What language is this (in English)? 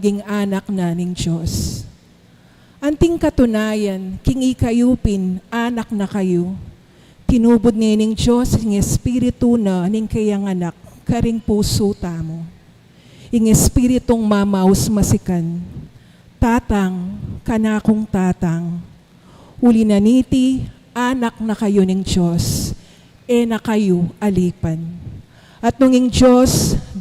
Pampanga